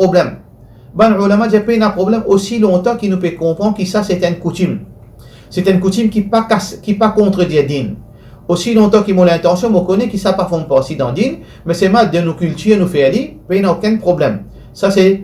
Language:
Morisyen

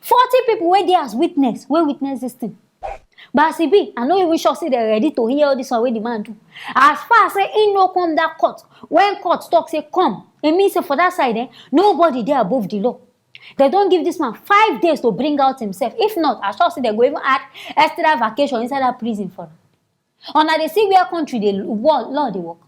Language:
Nigerian Pidgin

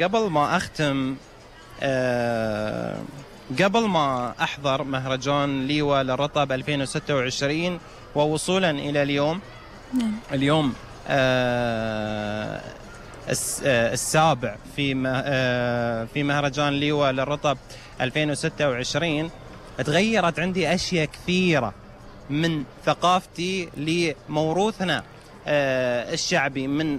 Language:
Gulf Arabic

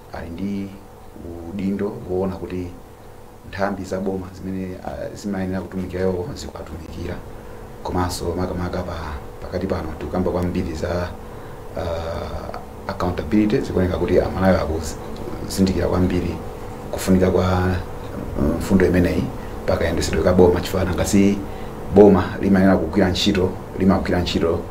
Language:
Nyanja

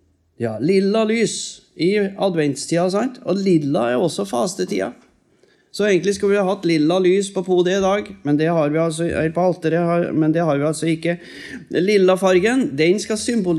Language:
Norwegian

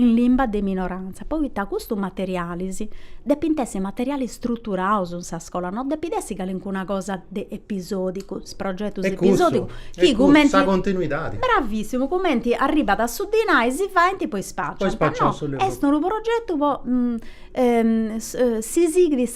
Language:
Sardinian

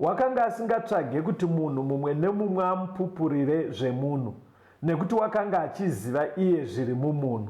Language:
Shona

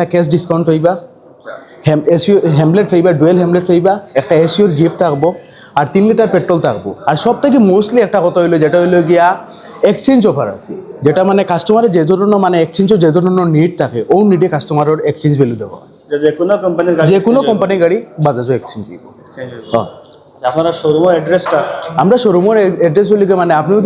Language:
Sylheti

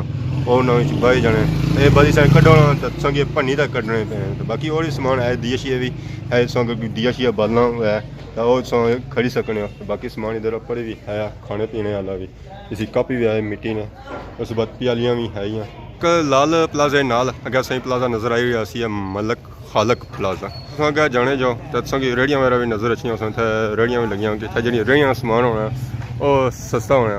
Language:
Pahari-Potwari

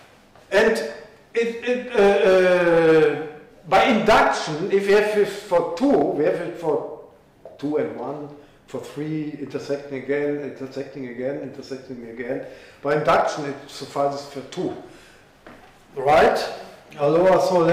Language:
English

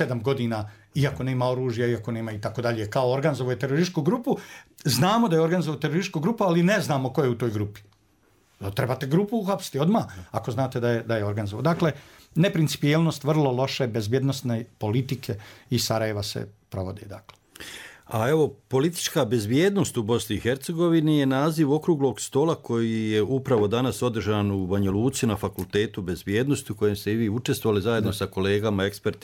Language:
Bosnian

